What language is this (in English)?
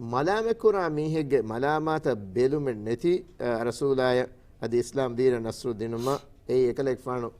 Divehi